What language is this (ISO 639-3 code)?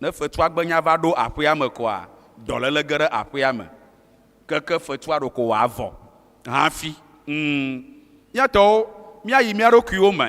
ewe